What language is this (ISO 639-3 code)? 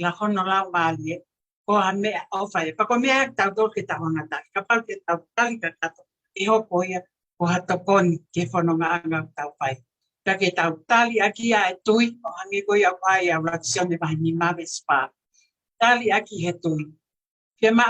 ton